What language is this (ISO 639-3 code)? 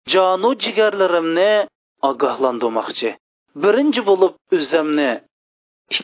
uig